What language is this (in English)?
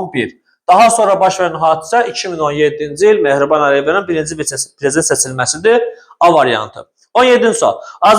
Azerbaijani